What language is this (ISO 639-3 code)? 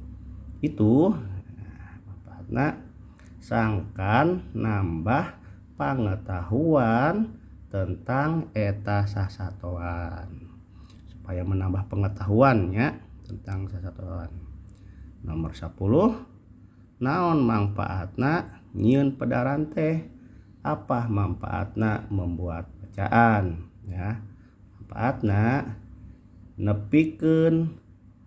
sun